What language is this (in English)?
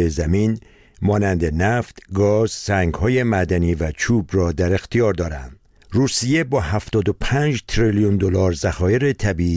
Persian